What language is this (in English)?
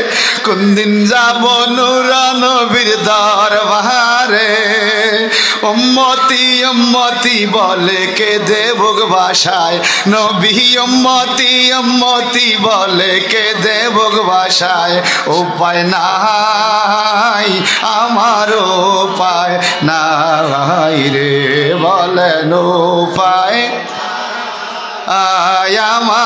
Bangla